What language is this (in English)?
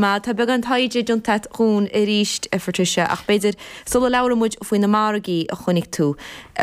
Irish